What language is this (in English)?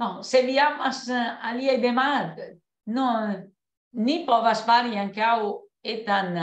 Esperanto